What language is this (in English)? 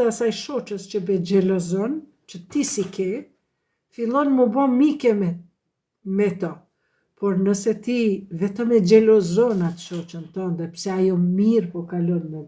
Albanian